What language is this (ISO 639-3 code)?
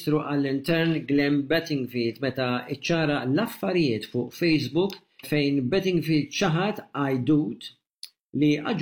mlt